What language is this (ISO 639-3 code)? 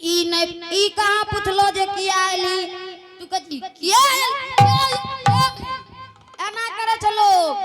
anp